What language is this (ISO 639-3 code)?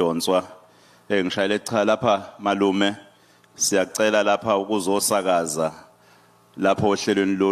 zul